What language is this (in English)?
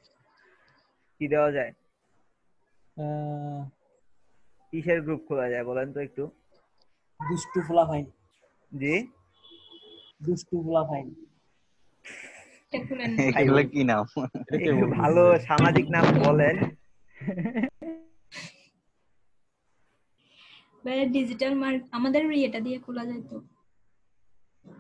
Bangla